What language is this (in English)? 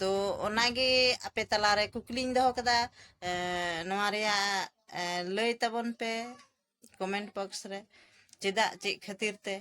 Santali